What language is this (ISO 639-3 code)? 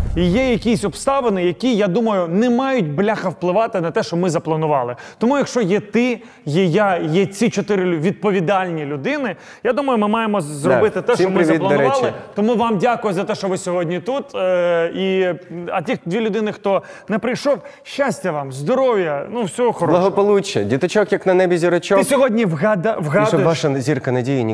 ukr